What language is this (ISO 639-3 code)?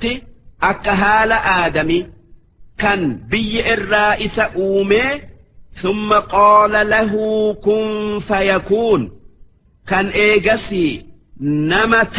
orm